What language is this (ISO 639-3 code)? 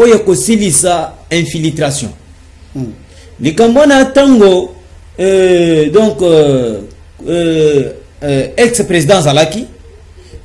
lin